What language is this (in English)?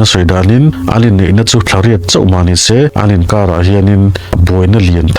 Mizo